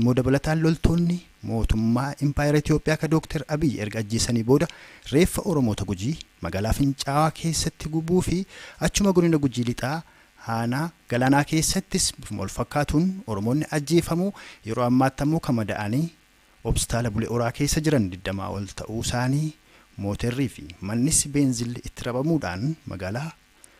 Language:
Oromo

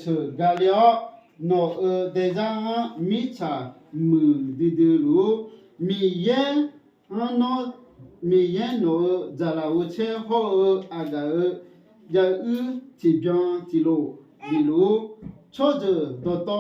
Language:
Akha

